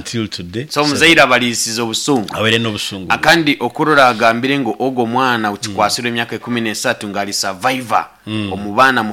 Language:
Nyoro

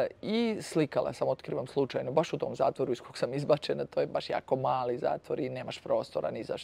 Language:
Serbian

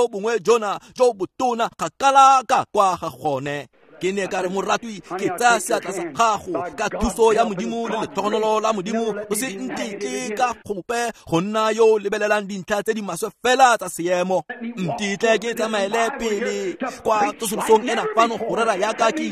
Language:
Tswana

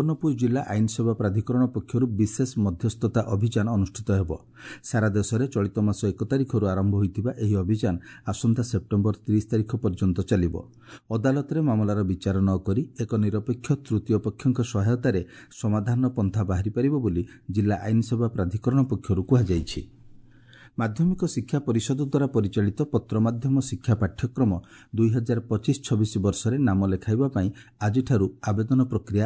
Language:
Odia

